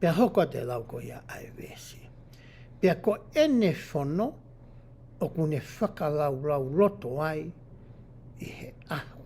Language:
Tongan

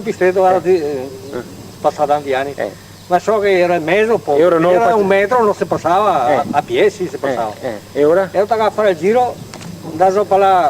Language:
Venetian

